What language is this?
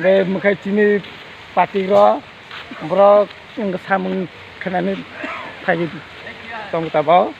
Kok Borok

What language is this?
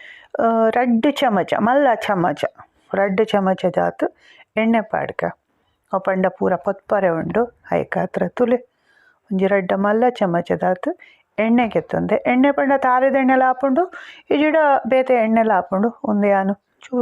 Tulu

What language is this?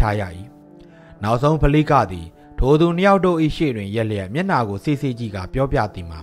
Burmese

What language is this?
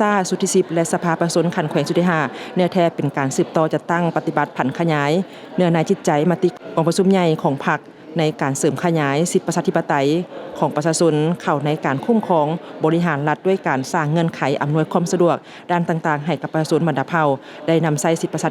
Lao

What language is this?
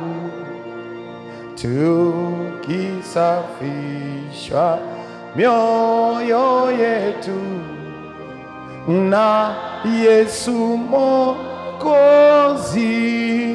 Swahili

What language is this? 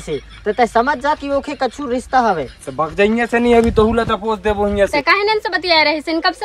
Chhattisgarhi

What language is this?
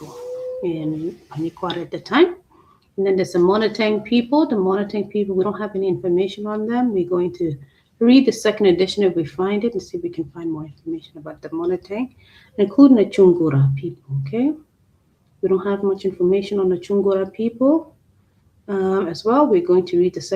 Acoli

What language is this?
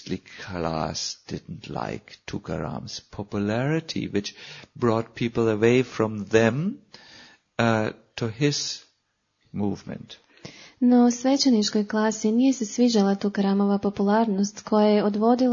Croatian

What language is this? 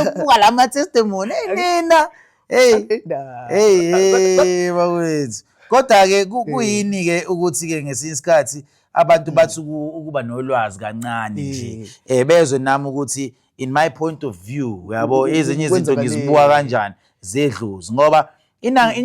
Zulu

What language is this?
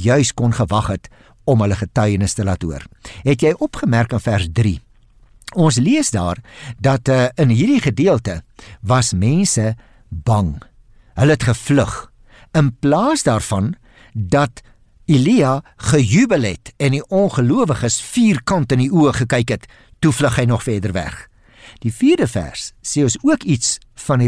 Afrikaans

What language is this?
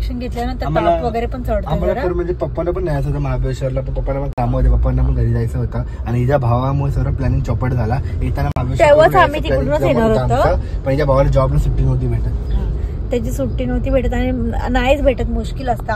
Marathi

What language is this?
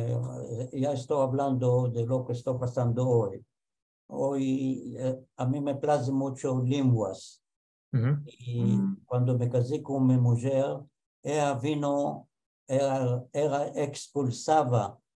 Ladino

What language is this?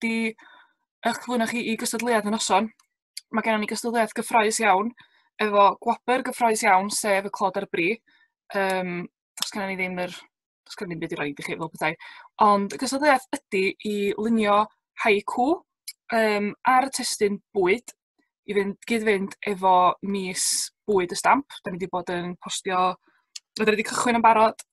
Welsh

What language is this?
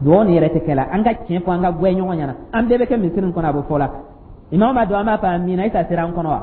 Dyula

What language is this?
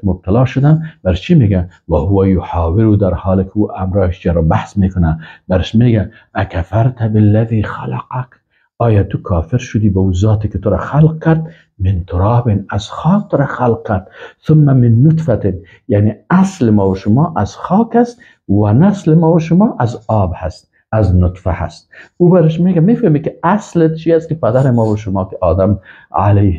Persian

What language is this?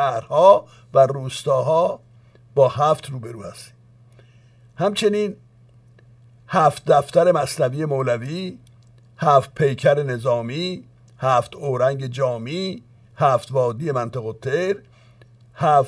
Persian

